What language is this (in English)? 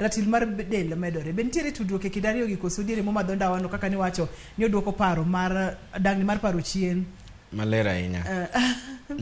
Luo (Kenya and Tanzania)